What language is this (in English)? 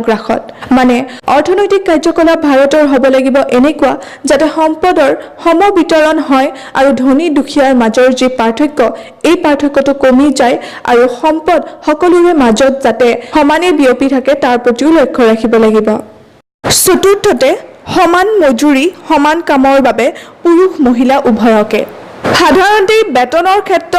Assamese